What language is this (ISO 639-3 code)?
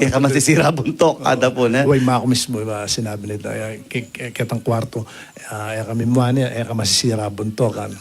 pam